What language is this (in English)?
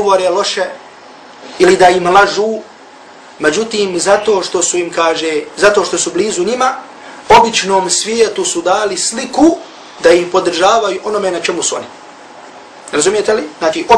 Bosnian